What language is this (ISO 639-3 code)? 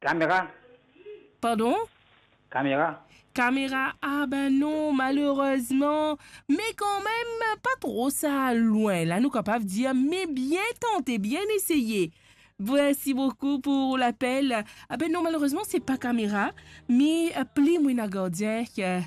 mfe